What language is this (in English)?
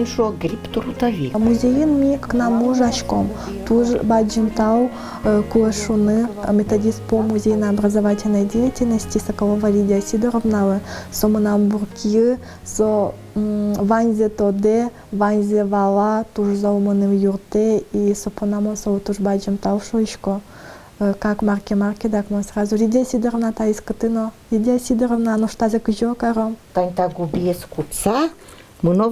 Udmurt